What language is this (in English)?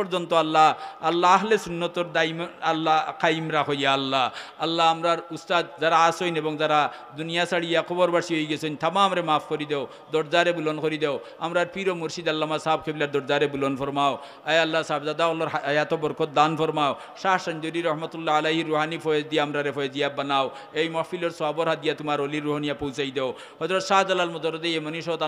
Sylheti